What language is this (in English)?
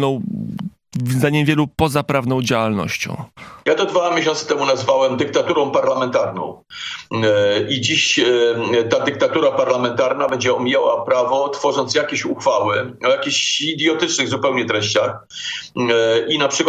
Polish